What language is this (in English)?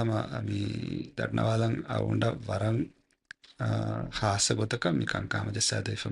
Divehi